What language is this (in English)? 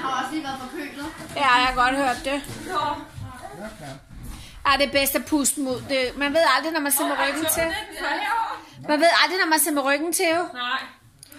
Danish